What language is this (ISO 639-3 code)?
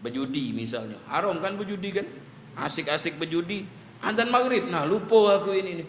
mui